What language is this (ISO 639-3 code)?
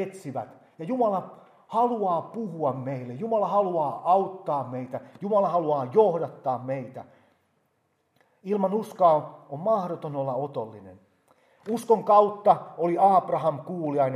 fin